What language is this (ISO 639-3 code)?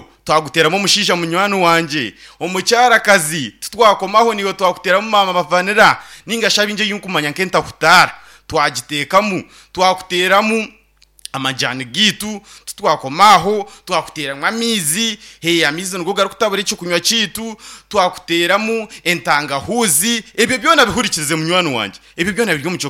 nyn